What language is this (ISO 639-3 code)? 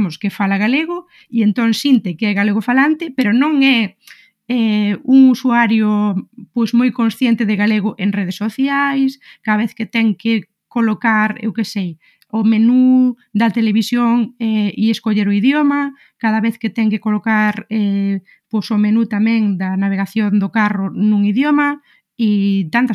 glg